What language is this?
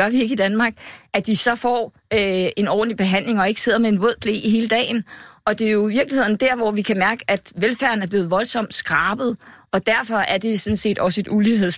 Danish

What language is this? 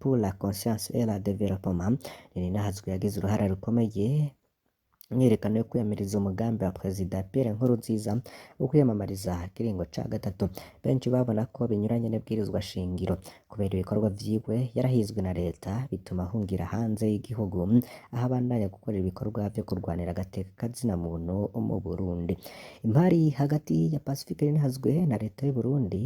Rundi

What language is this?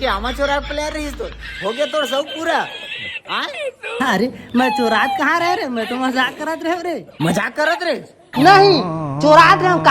Chhattisgarhi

